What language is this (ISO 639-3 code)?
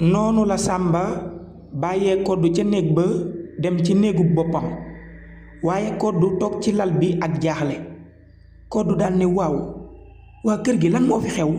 wol